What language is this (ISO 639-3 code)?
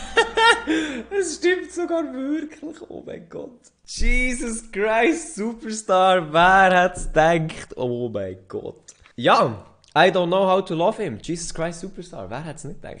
gsw